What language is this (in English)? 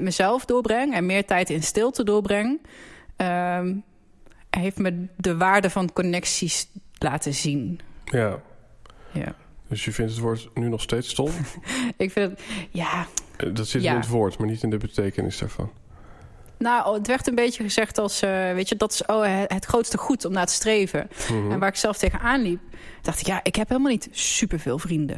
Dutch